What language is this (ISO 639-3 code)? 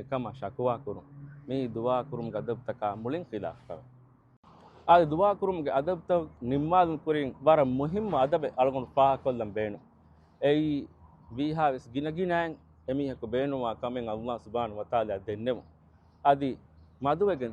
div